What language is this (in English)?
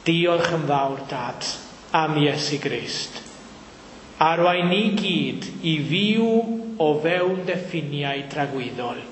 Welsh